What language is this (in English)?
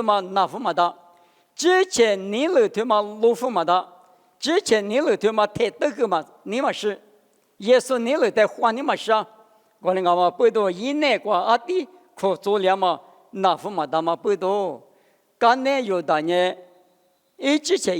Lisu